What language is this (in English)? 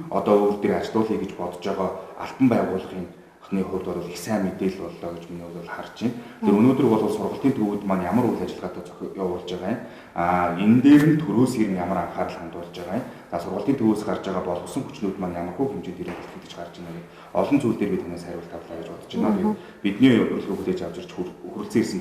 Mongolian